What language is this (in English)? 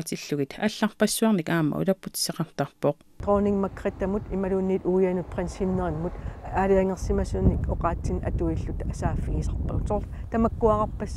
Kalaallisut